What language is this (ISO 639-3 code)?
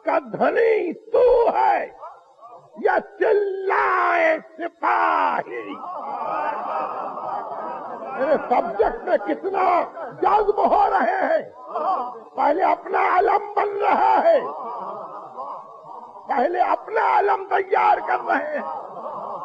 urd